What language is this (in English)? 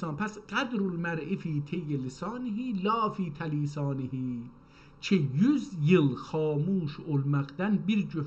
South Azerbaijani